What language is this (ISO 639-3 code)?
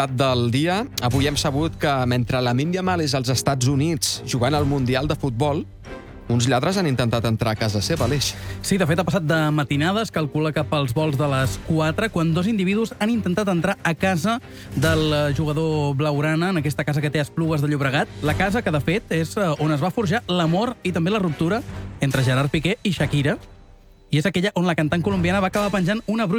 cat